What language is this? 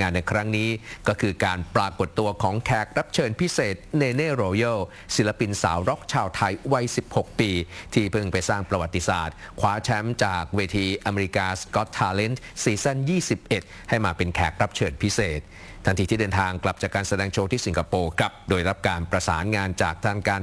Thai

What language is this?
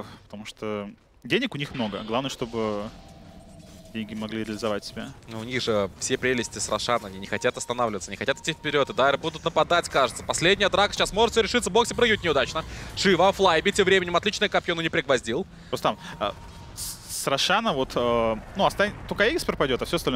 Russian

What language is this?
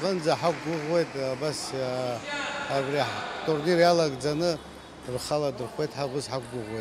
Abkhazian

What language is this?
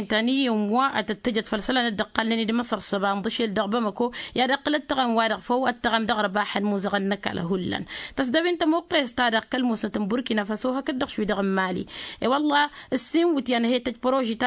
Tamasheq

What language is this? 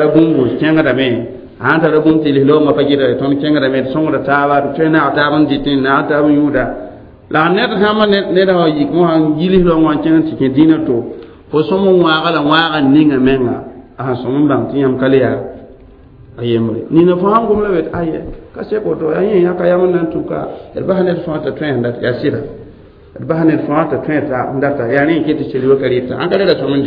Mossi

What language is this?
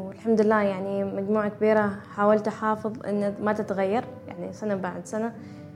Gulf Arabic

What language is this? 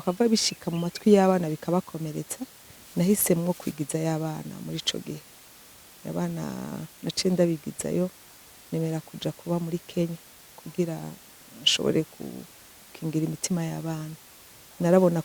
Rundi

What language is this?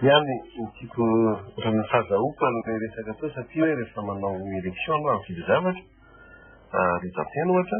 Malagasy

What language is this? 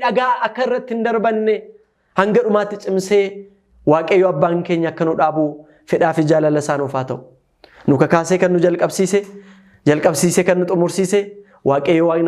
Oromo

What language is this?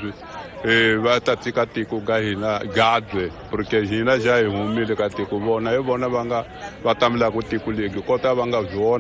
Tsonga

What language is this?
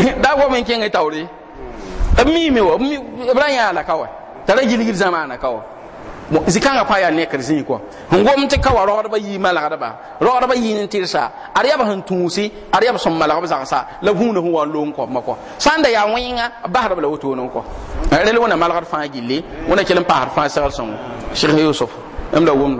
Mossi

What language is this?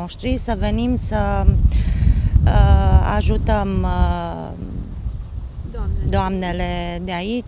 Romanian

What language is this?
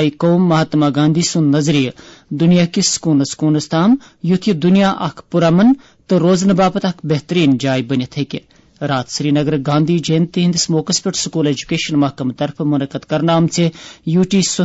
Kashmiri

